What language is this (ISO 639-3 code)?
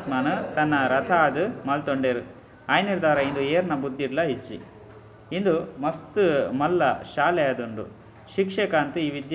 tcy